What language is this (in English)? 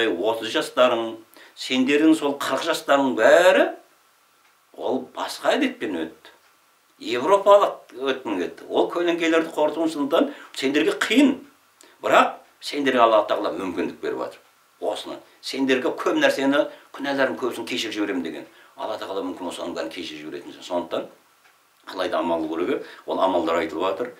Kazakh